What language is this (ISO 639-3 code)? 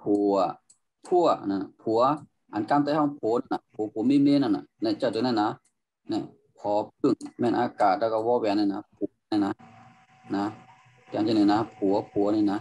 shn